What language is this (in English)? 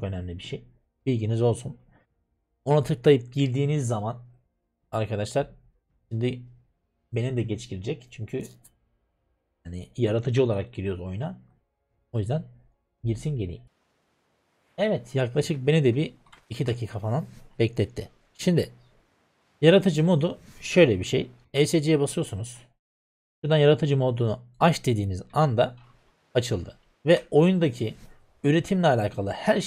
Turkish